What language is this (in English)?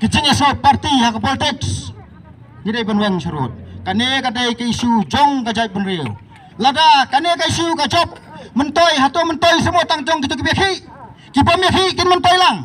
Khasi